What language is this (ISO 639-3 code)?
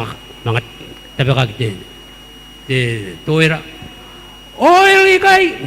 gil